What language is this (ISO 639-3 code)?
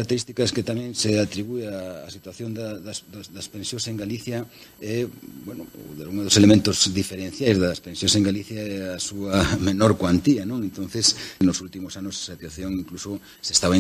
glg